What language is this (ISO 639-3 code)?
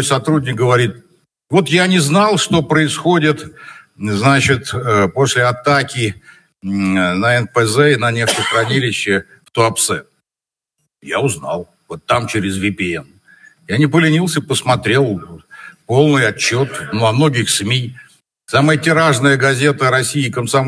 rus